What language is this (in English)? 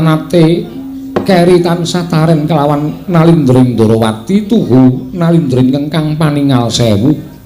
Javanese